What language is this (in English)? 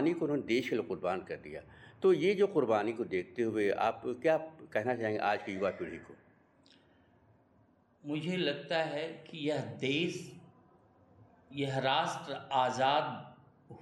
Hindi